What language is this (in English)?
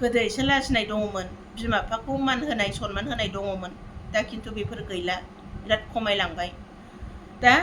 Bodo